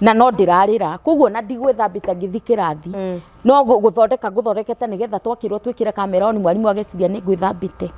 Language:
Kikuyu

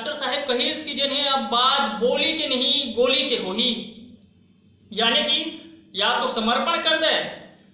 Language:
Chhattisgarhi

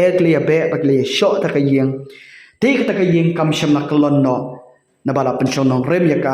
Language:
Khasi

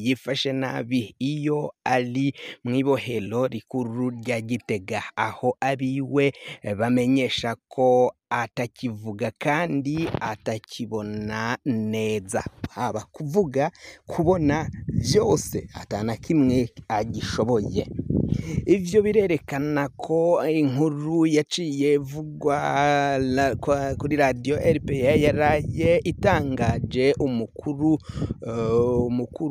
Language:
Rundi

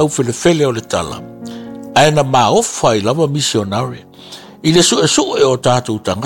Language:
Samoan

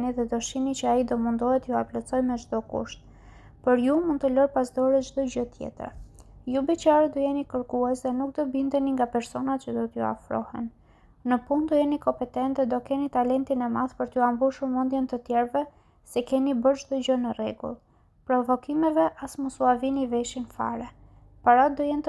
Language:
Albanian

